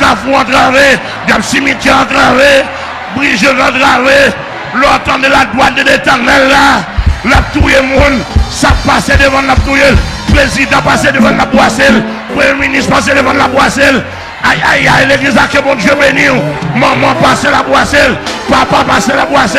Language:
Haitian Creole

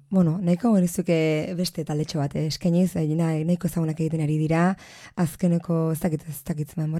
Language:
Basque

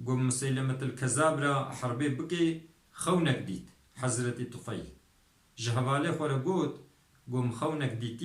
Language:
Kurdish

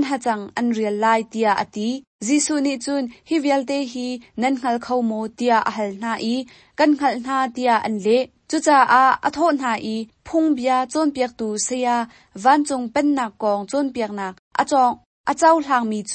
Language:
Hakha Chin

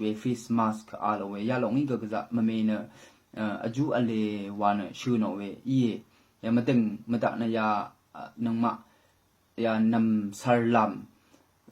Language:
Rawang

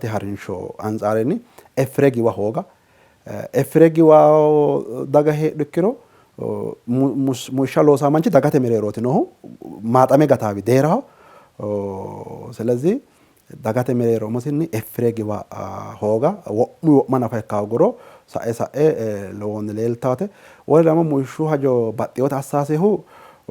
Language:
Sidamo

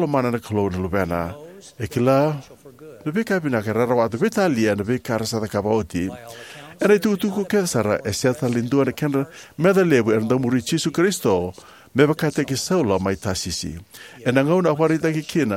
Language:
Fijian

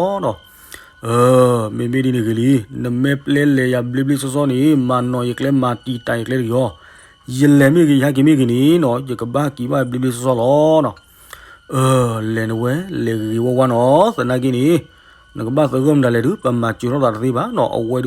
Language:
S'gaw Karen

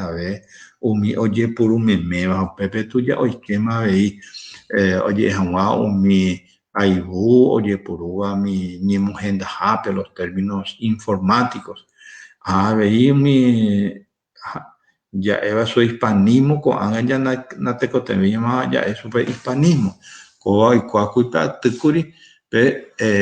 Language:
Guarani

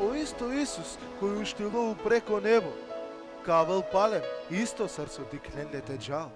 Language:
Balkan Romani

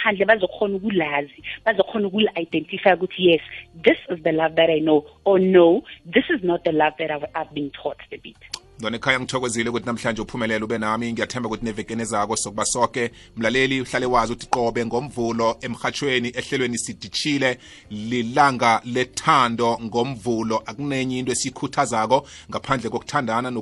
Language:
South Ndebele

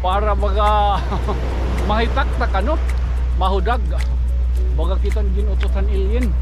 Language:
Waray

